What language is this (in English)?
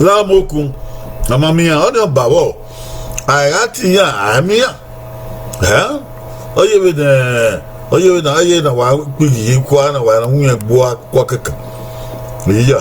Bini